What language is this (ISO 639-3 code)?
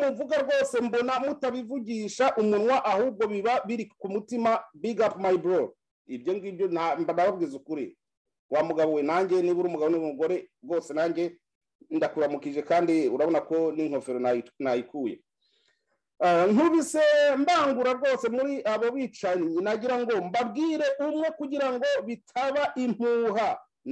kin